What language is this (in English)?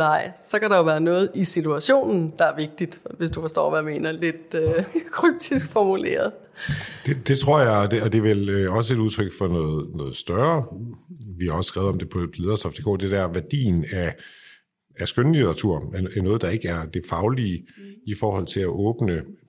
Danish